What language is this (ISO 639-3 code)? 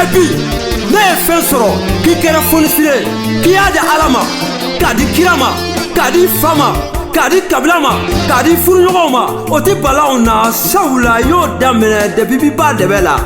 bam